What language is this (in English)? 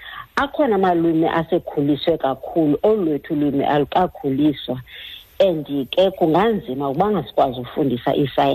Xhosa